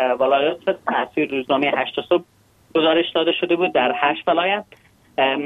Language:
Persian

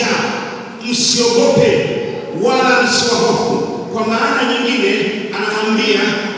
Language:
Swahili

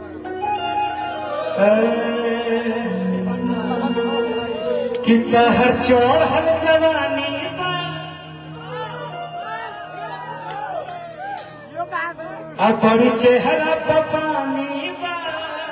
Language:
Bhojpuri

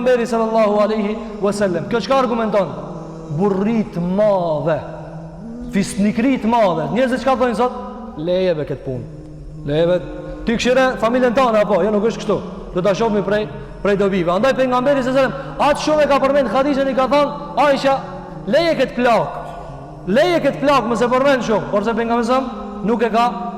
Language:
Albanian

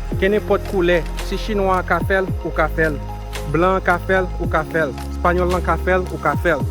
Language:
Haitian Creole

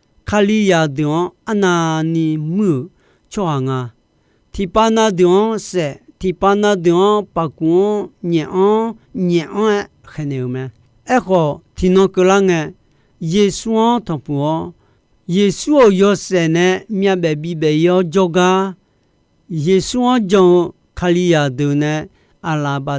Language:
Akha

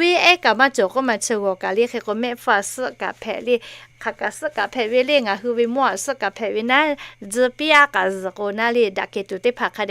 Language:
Lahu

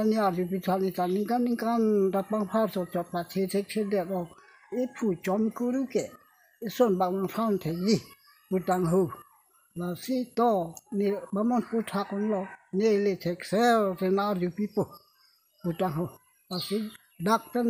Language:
Karbi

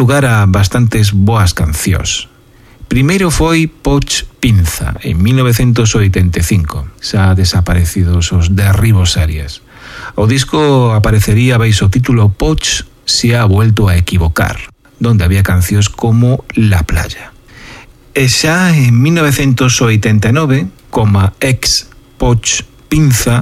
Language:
Galician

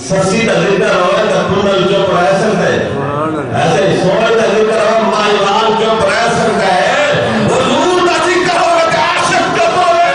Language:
Saraiki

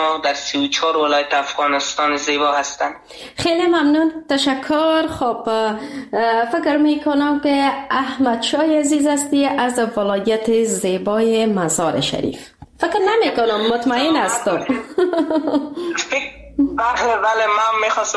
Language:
Persian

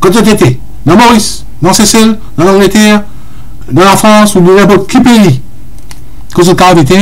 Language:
Morisyen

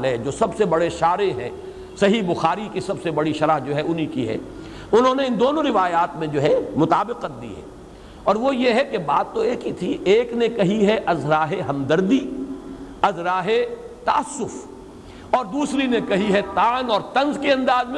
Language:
Urdu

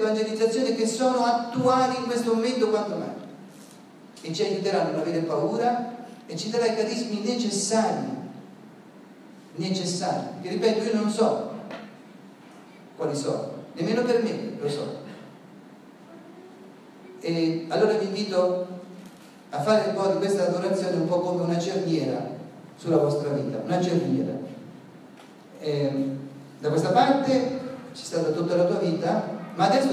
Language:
Italian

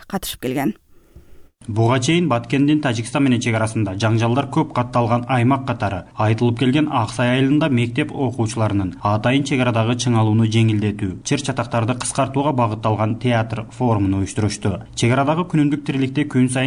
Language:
Kyrgyz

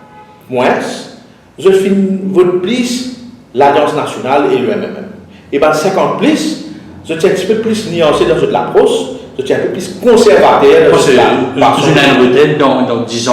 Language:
Morisyen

